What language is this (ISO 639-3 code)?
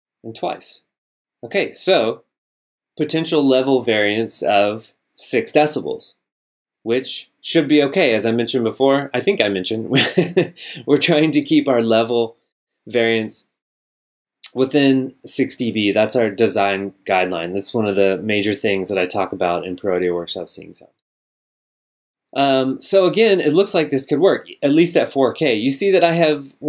eng